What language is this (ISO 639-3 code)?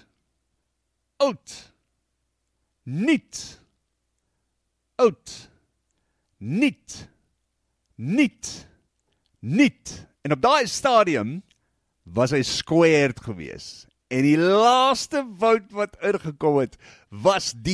afr